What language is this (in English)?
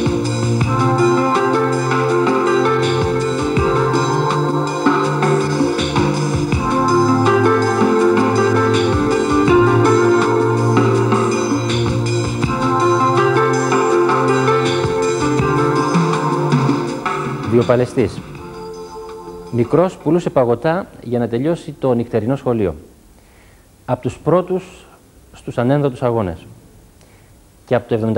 Greek